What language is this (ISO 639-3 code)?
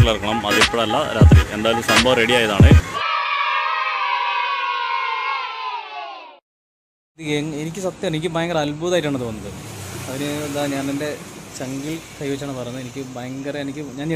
mal